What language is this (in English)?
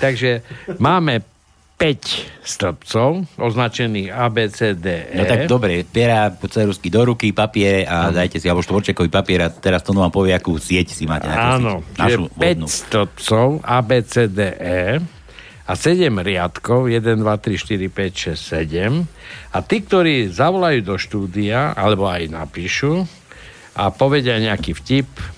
Slovak